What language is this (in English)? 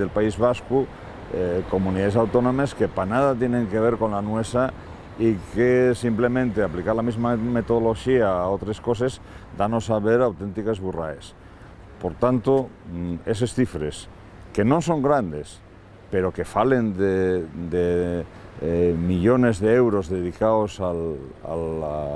Asturian